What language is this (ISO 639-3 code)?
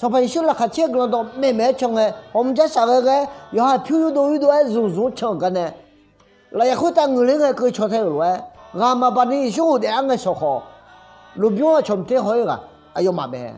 ahk